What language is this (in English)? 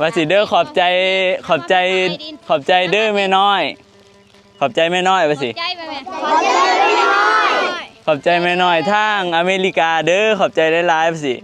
Northeastern Thai